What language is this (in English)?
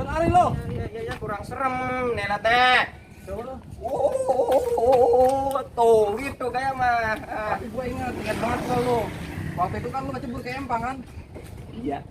Betawi